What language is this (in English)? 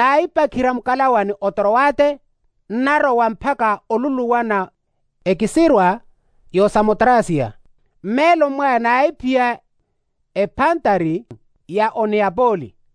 Makhuwa